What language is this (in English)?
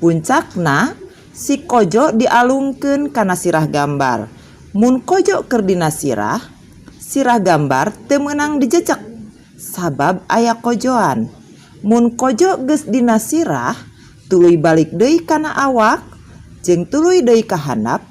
Sundanese